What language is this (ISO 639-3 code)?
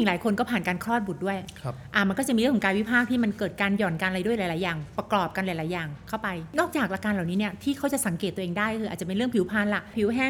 tha